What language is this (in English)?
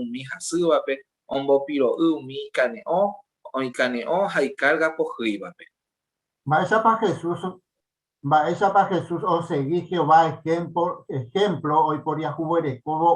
Guarani